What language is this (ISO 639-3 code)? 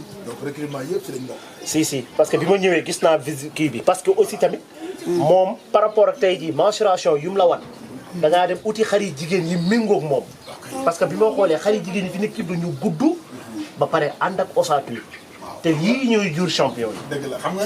wol